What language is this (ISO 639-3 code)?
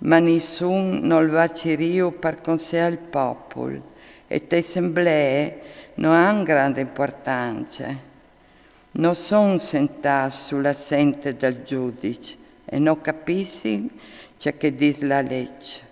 fur